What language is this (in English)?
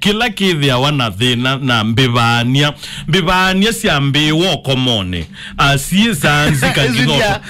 Kamba